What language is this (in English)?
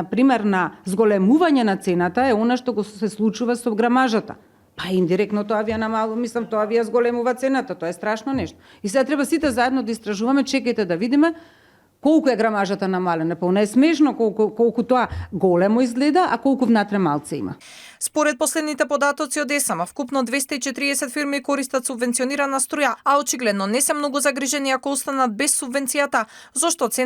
Macedonian